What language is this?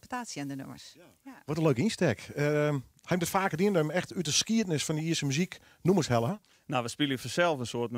Western Frisian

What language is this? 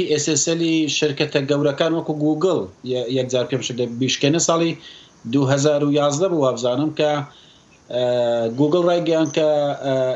Central Kurdish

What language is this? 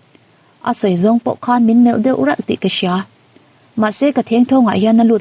Mizo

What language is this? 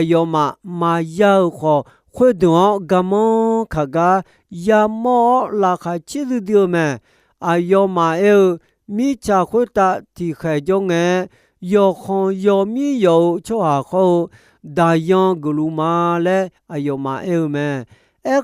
Akha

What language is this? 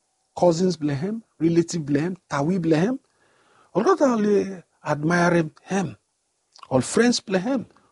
Bislama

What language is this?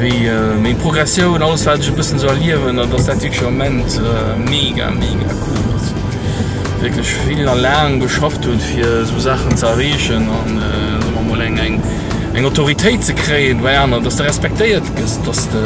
Luxembourgish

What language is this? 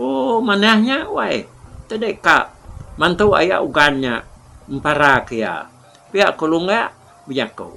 Iban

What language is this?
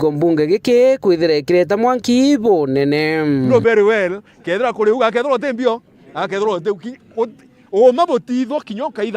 Meru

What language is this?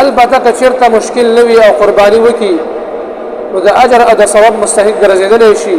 Pashto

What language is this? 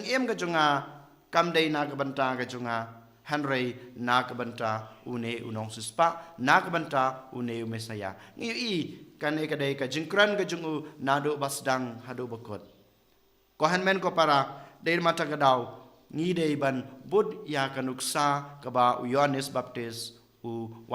Khasi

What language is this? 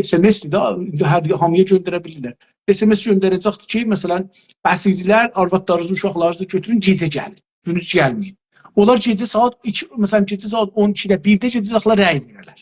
South Azerbaijani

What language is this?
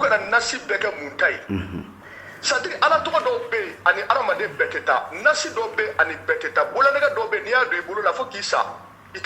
Bambara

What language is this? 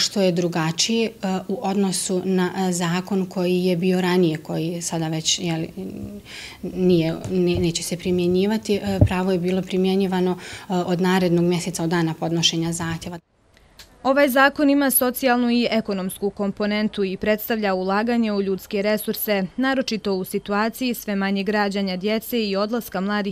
Bosnian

